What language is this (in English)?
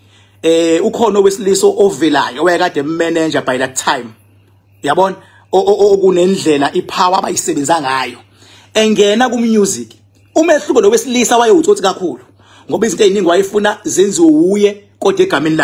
Zulu